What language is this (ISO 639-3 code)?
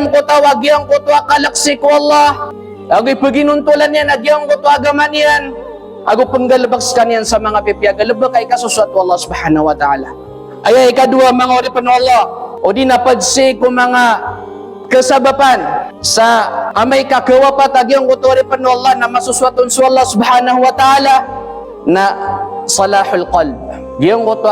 mrw